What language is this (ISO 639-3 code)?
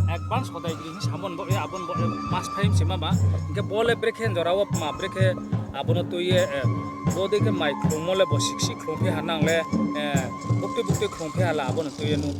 ria